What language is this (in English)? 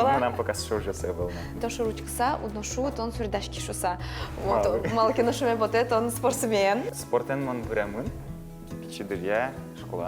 Udmurt